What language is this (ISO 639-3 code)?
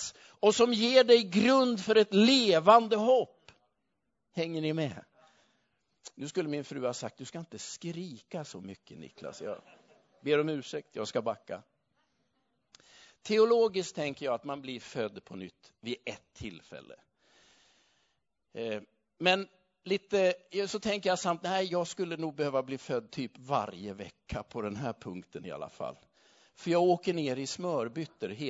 swe